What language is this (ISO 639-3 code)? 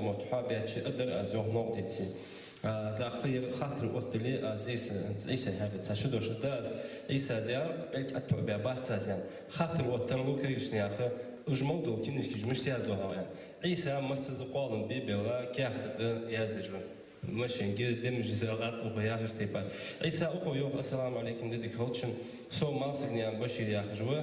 inh